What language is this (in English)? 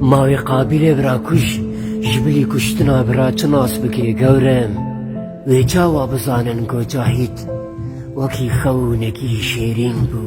Kurdish